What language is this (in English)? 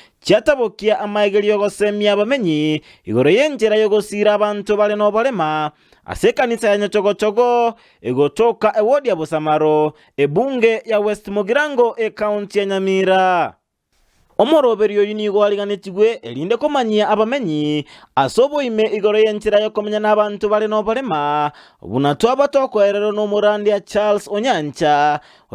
Gusii